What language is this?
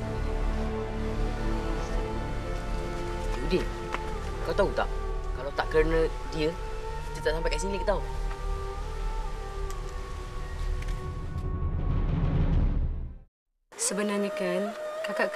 Malay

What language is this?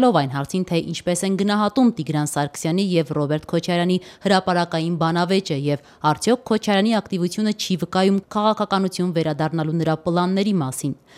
Armenian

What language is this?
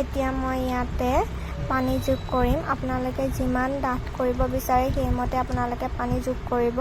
Assamese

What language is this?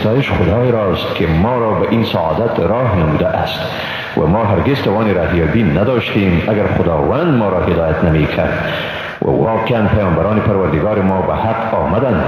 Persian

